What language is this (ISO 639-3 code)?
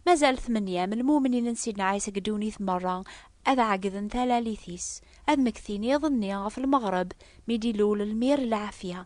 kab